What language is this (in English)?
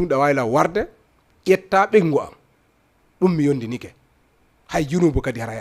Fula